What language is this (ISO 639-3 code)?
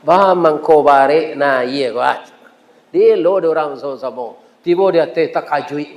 min